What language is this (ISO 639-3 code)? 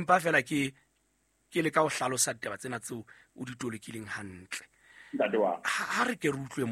sot